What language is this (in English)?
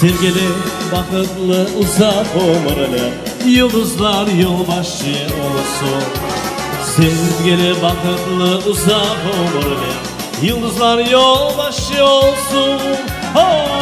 Crimean Tatar